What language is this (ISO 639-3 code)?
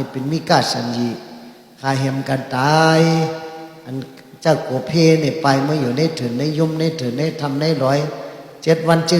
shn